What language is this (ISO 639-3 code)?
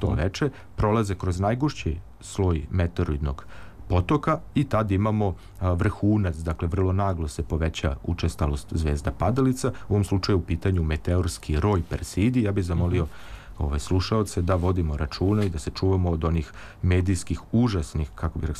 srp